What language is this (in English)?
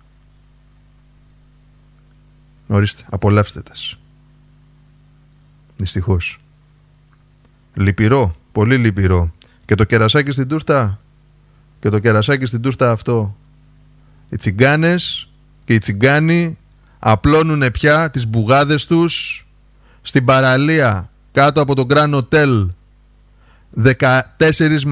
Greek